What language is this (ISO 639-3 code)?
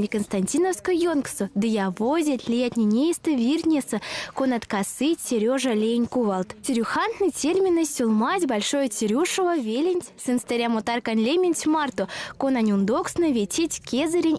myv